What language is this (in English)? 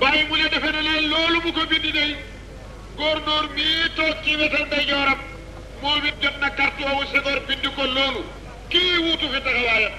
Wolof